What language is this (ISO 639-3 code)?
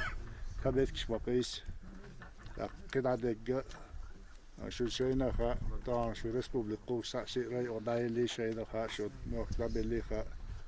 che